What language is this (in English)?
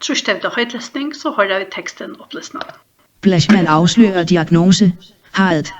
Faroese